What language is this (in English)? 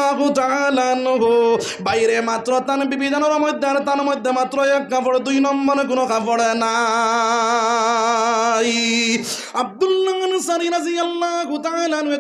Sylheti